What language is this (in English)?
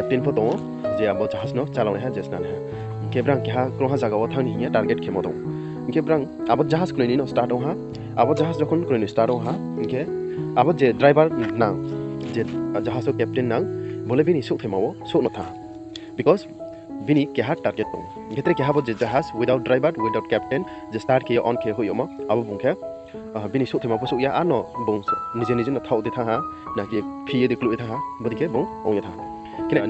Riang (India)